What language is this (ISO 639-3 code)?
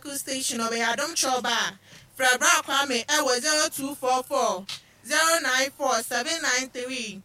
aka